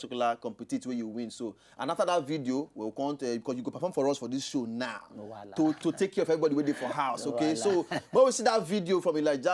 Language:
Nigerian Pidgin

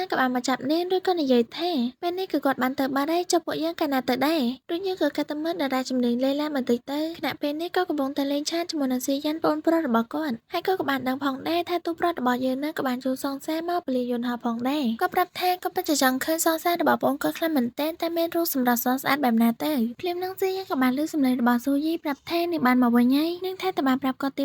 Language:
Khmer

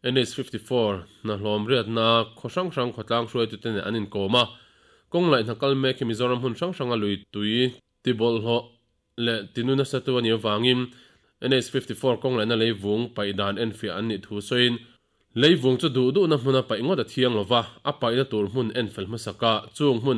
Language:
Mizo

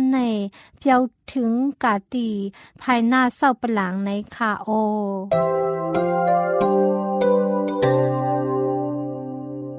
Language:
Thai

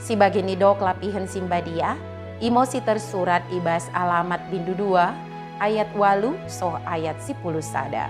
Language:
Batak Dairi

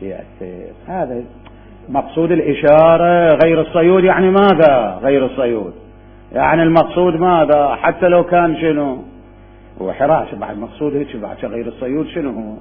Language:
Mesopotamian Arabic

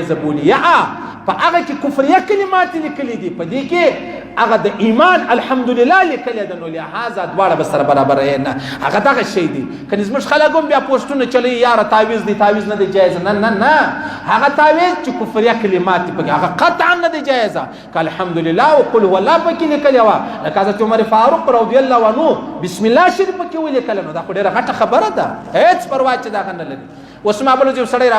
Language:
Pashto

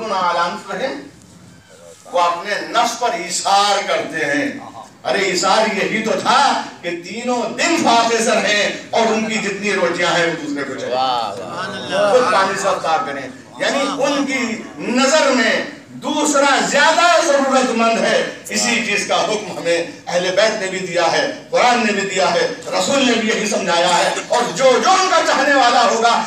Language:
Urdu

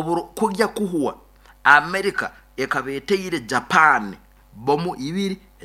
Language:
Nyankole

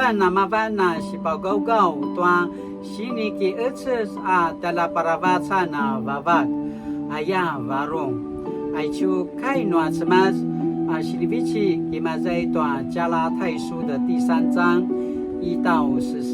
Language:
Paiwan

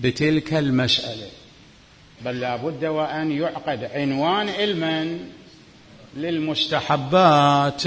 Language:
Mesopotamian Arabic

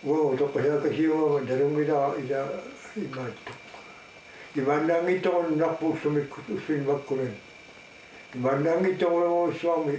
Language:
Kalaallisut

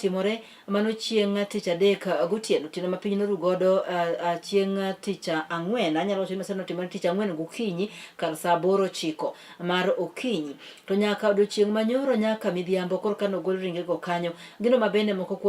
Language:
Luo (Kenya and Tanzania)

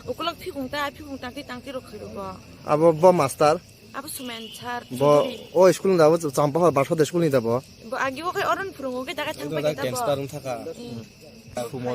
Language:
Riang (India)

